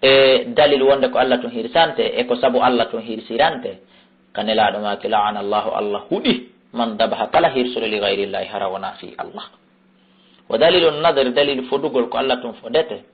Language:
Fula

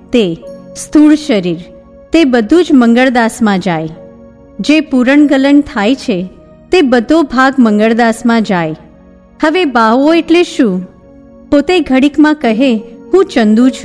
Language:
Gujarati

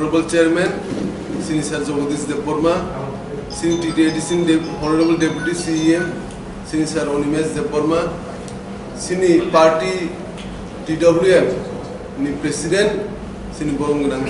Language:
Kok Borok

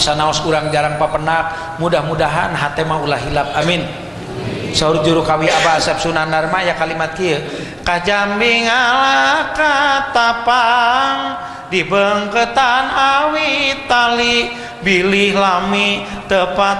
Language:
Sundanese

